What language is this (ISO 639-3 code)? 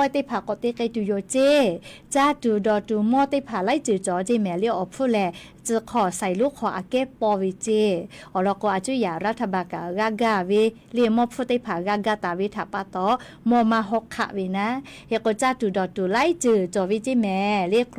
lhu